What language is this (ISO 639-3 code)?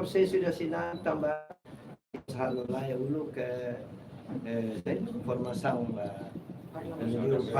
tet